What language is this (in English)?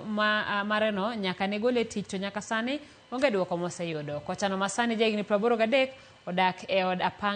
Luo (Kenya and Tanzania)